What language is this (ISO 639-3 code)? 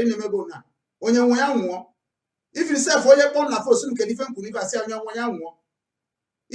ibo